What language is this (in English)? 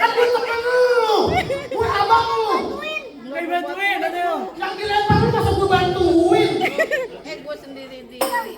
Betawi